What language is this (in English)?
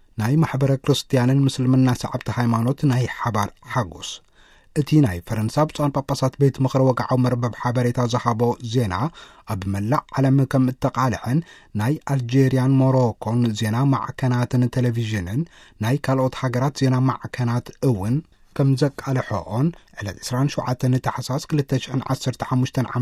Tigrinya